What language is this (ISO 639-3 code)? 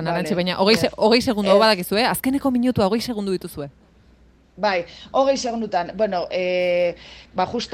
eus